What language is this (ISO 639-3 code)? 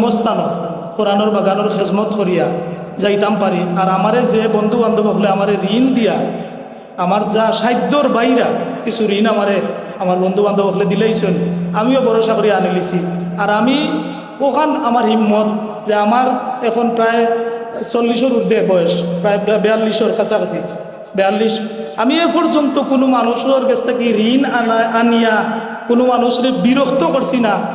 syl